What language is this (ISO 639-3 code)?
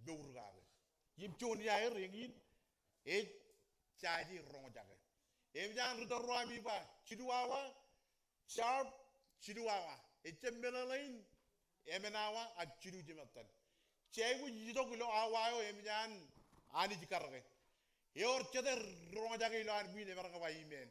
mah